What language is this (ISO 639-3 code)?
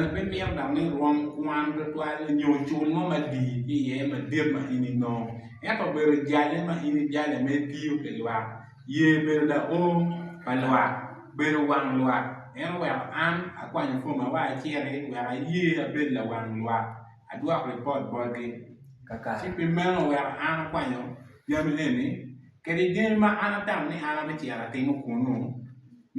ach